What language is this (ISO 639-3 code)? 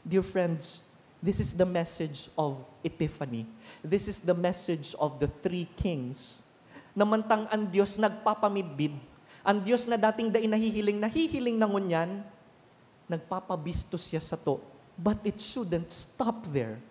bik